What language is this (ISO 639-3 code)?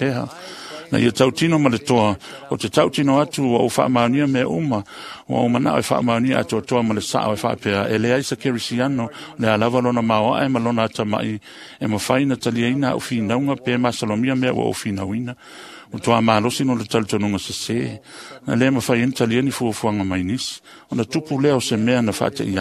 smo